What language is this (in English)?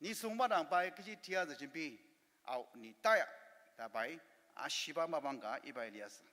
Ao Naga